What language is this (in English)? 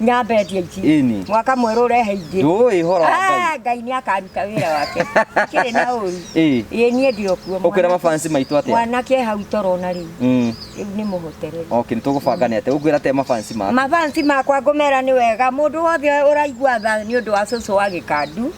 Kikuyu